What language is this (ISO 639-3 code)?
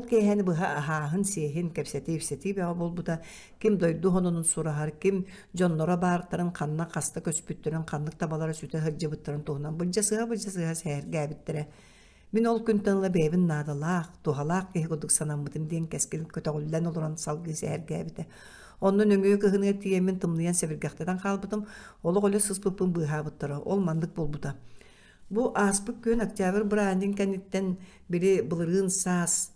sah